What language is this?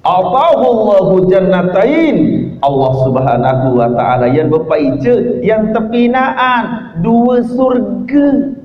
Sasak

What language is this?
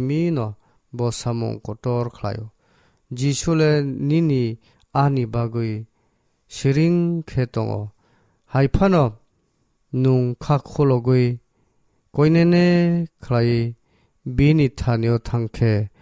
Kok Borok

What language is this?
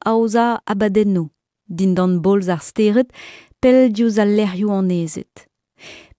Breton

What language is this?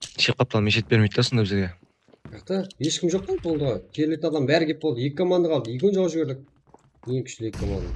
Kara-Kalpak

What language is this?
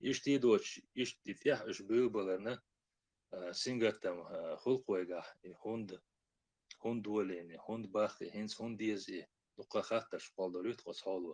Chechen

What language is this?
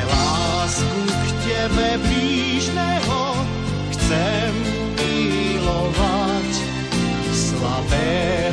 Slovak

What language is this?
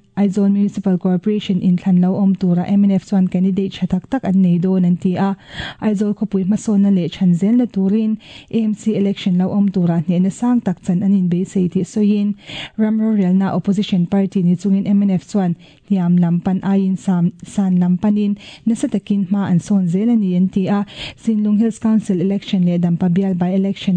Mizo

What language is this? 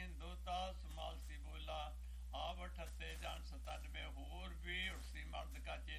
Punjabi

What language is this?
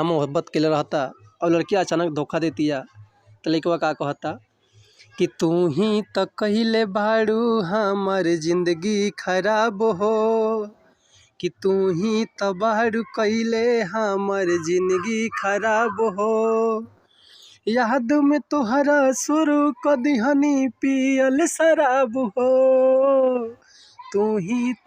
Bhojpuri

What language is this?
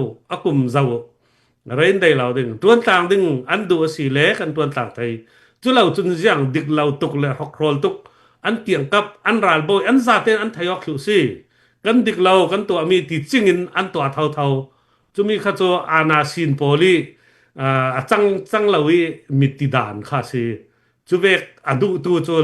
Falam Chin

